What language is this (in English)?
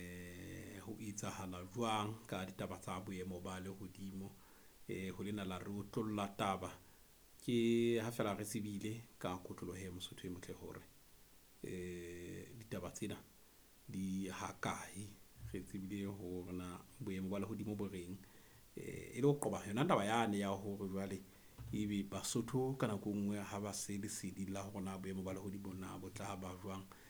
Southern Sotho